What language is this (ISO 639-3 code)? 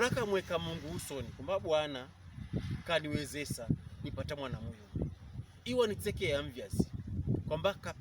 pkb